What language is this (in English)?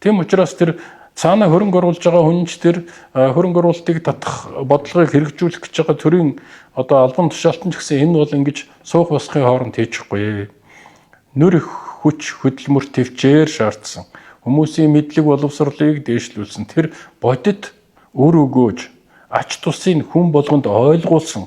Mongolian